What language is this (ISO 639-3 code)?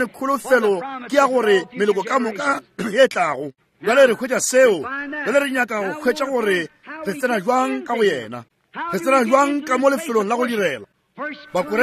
nso